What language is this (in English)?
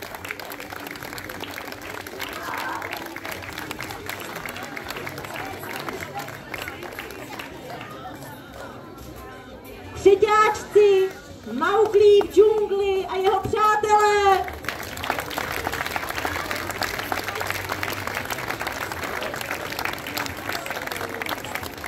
Czech